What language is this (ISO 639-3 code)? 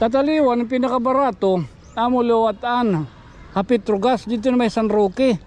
war